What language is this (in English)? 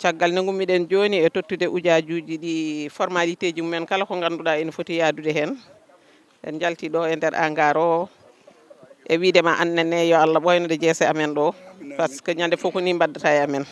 Fula